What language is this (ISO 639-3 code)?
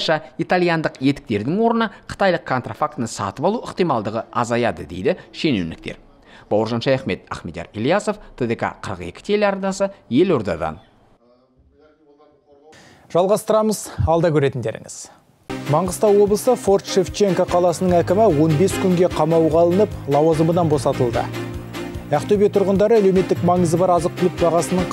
kaz